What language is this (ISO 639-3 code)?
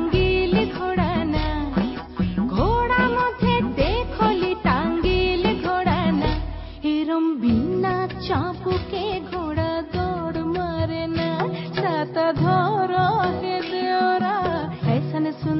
ben